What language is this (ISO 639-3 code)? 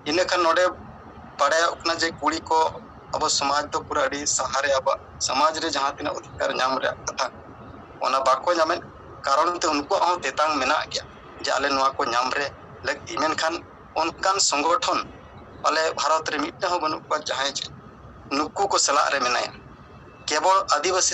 sat